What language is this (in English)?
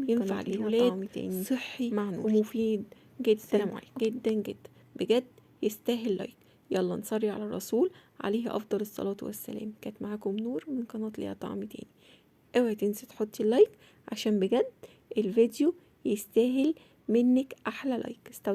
Egyptian Arabic